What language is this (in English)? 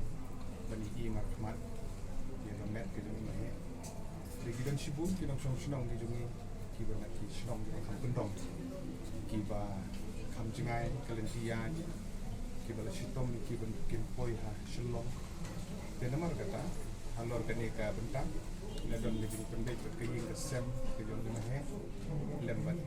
Khasi